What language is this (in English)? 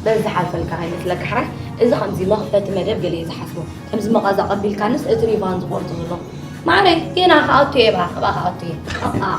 Tigrinya